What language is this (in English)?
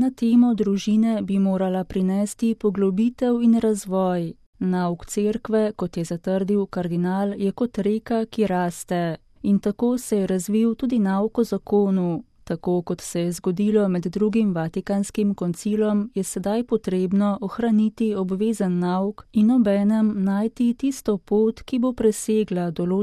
Slovenian